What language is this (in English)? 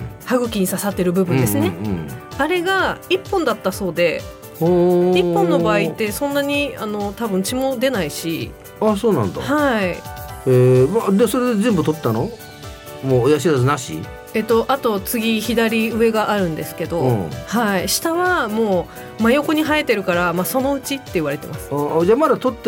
Japanese